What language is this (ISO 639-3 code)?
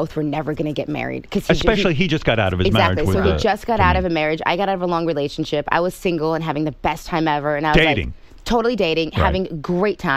eng